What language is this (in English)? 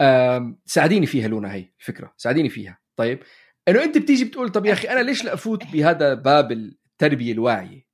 North Levantine Arabic